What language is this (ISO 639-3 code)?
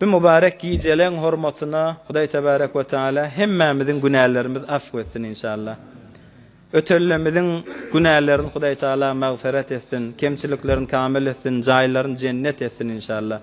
tuk